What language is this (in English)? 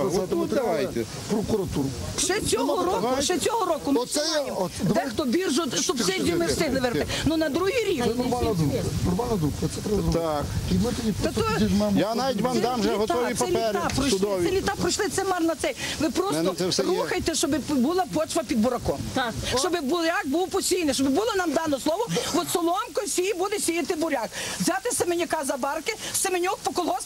Ukrainian